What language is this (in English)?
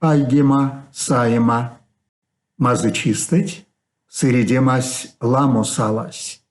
Erzya